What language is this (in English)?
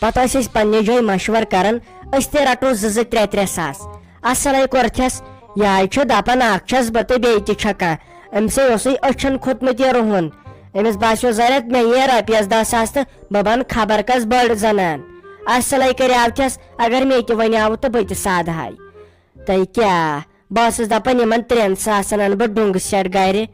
Kashmiri